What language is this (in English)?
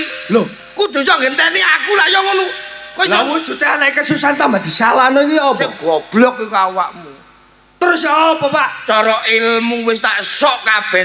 Javanese